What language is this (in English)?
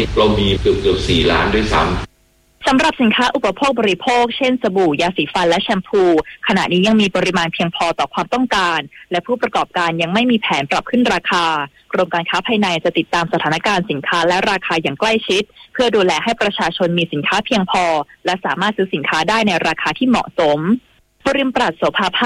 Thai